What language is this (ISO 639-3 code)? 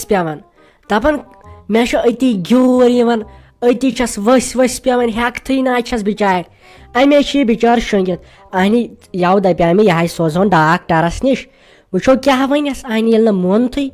kas